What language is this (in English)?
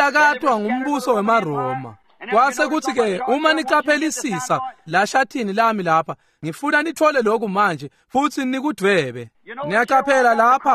Swati